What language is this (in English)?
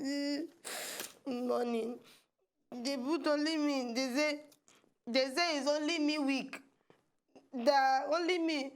Nigerian Pidgin